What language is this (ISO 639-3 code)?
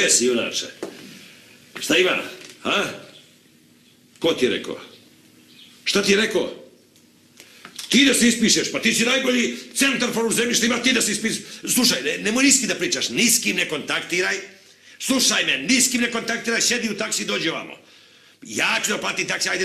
srp